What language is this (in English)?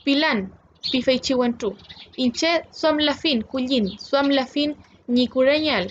Mapuche